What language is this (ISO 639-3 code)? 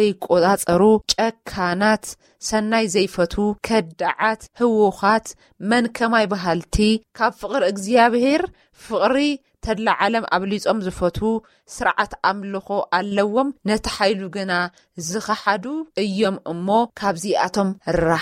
tir